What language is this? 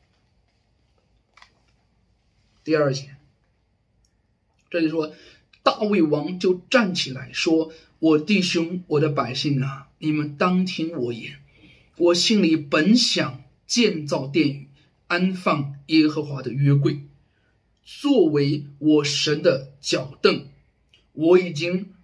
Chinese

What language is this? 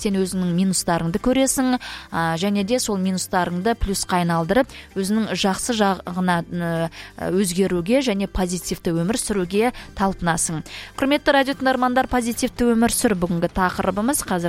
Kazakh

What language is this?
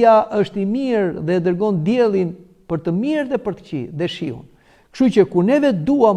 Albanian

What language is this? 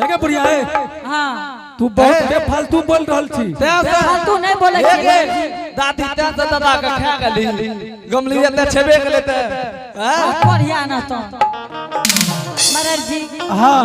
Angika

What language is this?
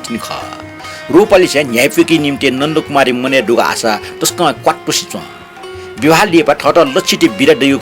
Newari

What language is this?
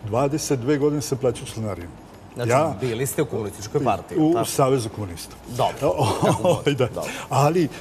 Serbian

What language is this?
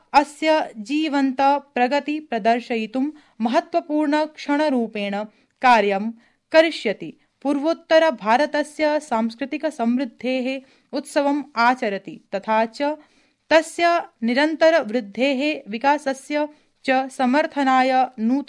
Sanskrit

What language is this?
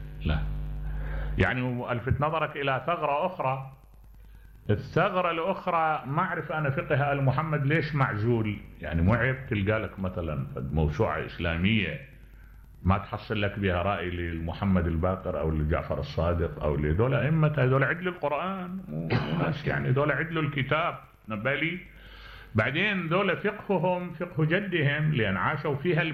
Mesopotamian Arabic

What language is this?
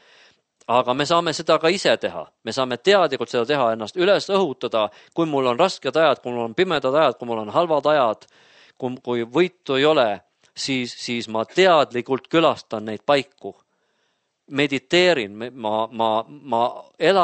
Estonian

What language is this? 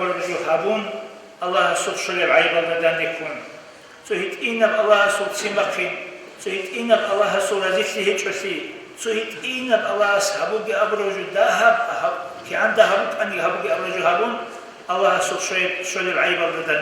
Avaric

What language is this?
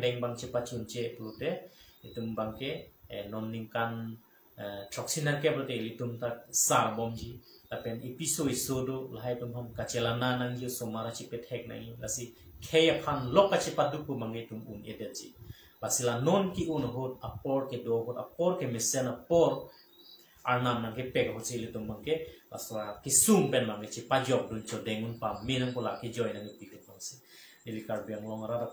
Karbi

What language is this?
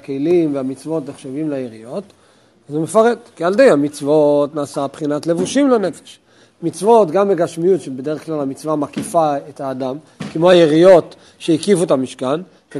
Hebrew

